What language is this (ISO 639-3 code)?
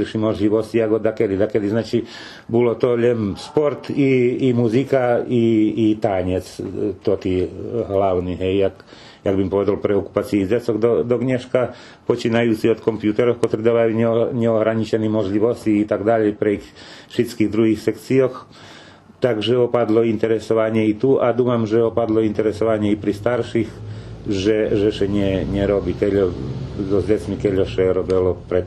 rue